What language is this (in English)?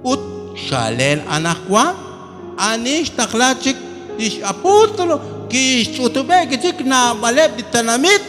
Kekchí